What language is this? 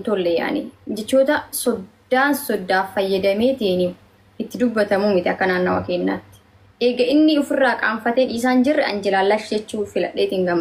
Oromo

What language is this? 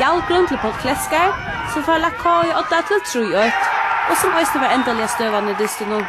Faroese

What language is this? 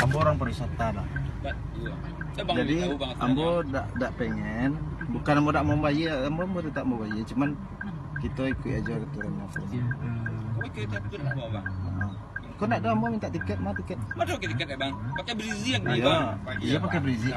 Minangkabau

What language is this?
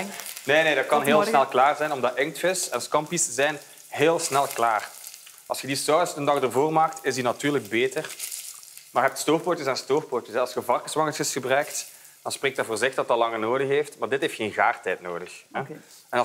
Dutch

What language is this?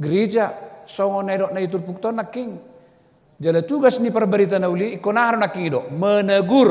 Batak Toba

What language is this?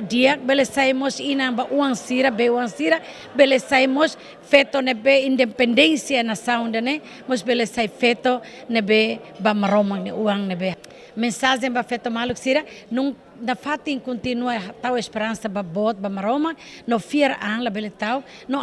Tetum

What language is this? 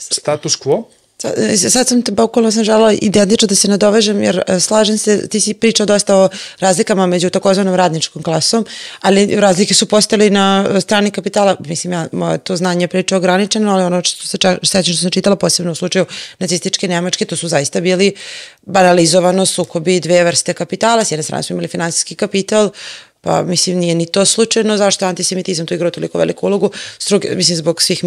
Serbian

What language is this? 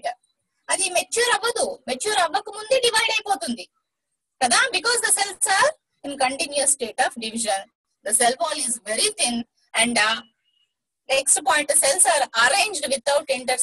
Telugu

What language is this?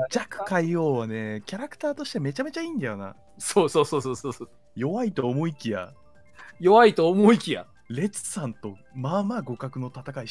Japanese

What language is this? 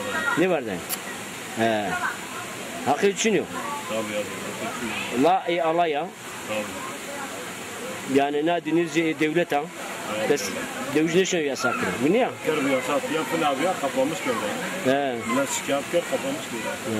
Zaza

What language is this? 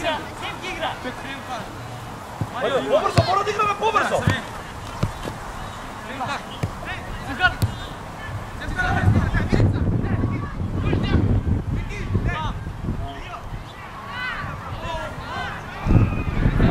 Macedonian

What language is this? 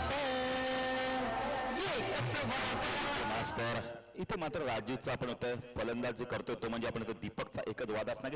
Marathi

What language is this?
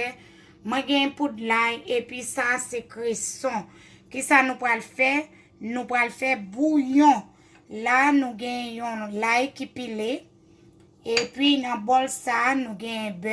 Haitian Creole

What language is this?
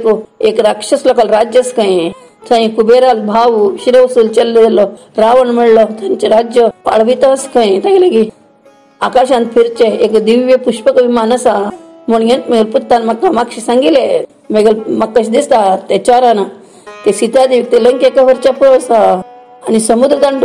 Konkani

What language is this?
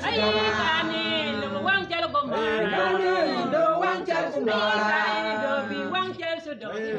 Acoli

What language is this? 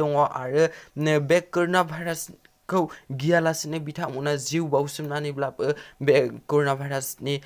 Bodo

